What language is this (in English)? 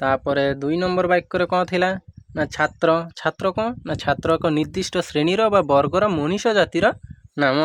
Odia